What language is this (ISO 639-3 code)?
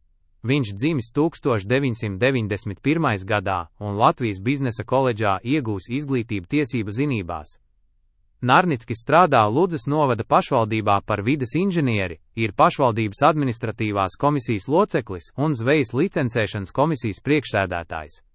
lav